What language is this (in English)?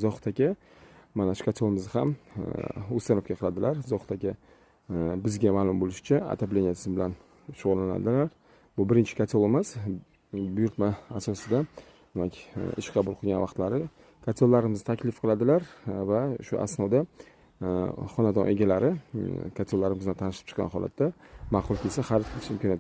Uzbek